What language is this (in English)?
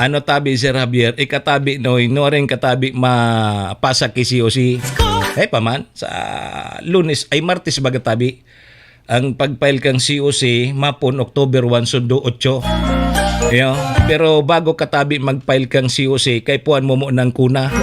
Bikol